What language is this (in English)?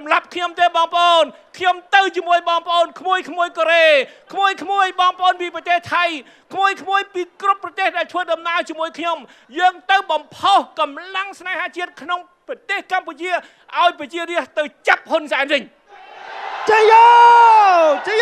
Khmer